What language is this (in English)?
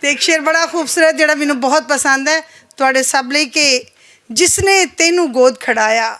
Western Panjabi